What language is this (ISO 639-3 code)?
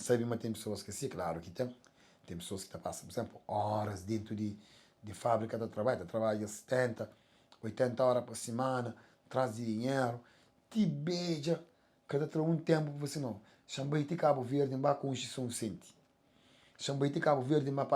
kea